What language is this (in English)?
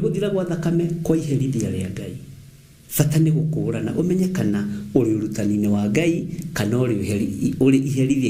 Kikuyu